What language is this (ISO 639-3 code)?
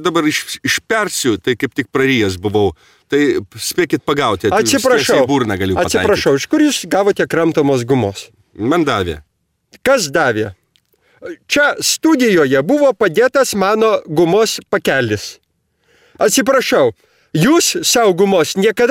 lit